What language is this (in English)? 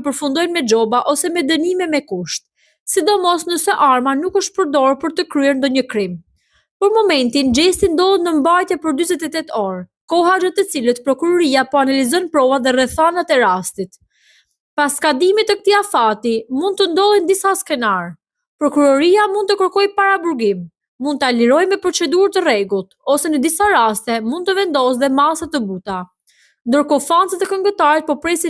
Albanian